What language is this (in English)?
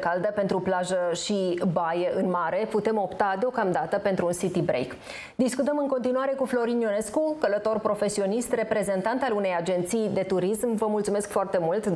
Romanian